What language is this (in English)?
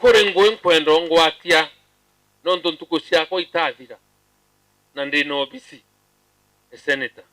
Meru